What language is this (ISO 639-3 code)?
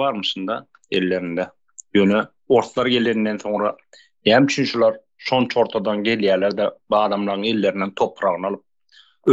tuk